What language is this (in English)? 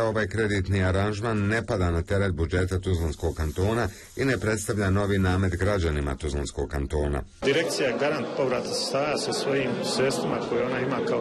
Bosnian